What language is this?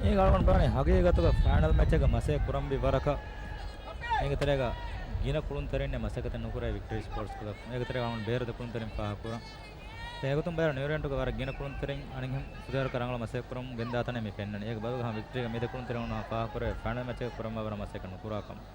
Divehi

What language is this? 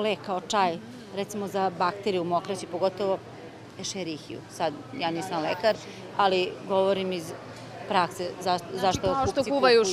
Serbian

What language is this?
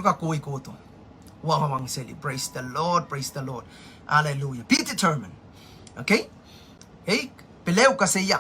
Pohnpeian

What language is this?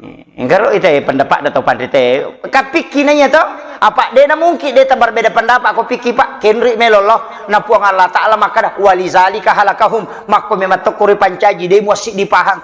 Buginese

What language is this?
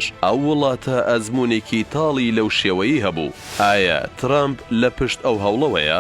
Central Kurdish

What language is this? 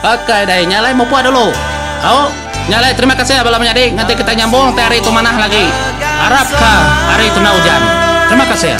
Iban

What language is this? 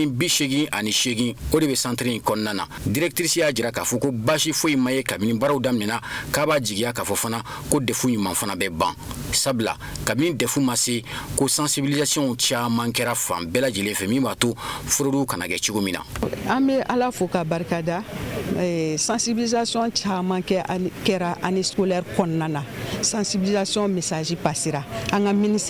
Bambara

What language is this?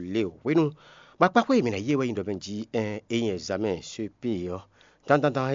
Fon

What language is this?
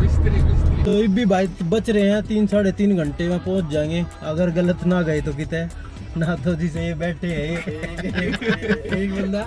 Haryanvi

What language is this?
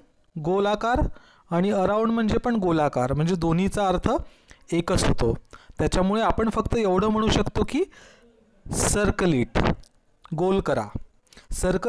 Marathi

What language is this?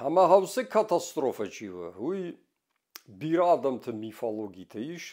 Ossetic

